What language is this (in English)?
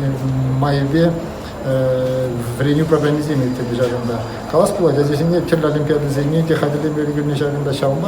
Chuvash